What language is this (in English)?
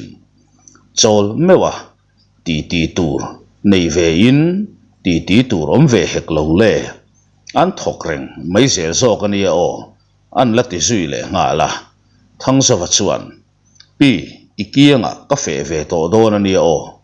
Mizo